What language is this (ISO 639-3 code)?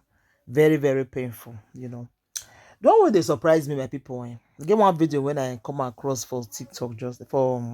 pcm